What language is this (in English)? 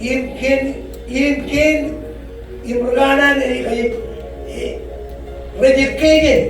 Marshallese